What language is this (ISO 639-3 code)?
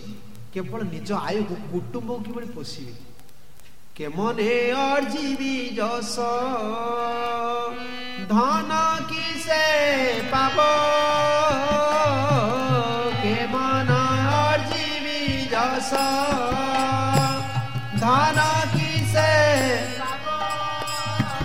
ori